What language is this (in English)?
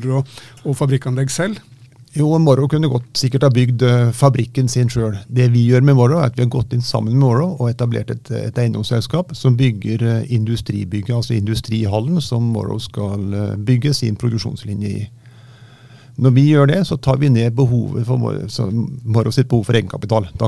Norwegian